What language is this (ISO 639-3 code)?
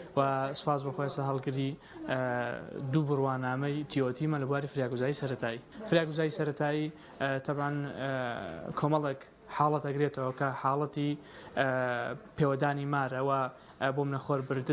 ckb